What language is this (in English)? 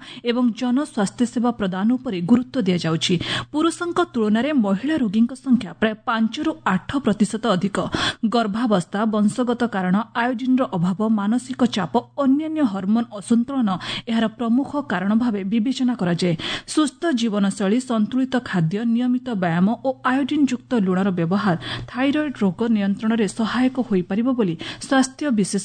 Odia